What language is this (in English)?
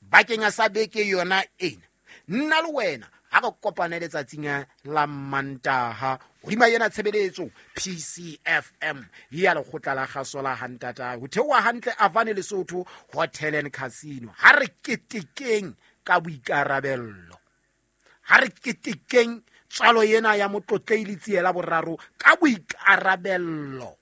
Southern Sotho